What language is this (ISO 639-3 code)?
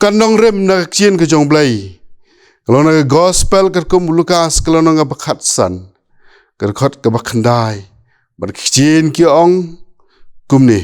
kha